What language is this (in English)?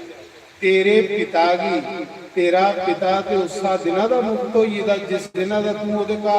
Dogri